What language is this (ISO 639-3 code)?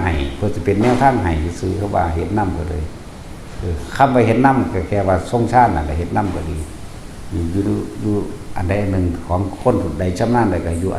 tts